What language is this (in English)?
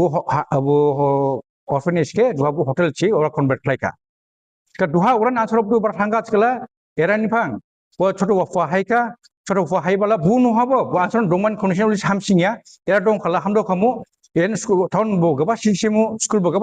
Dimasa